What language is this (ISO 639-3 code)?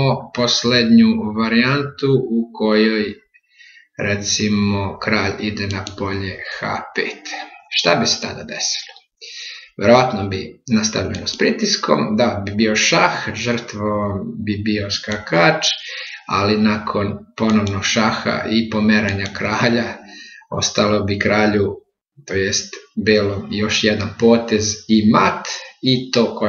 srp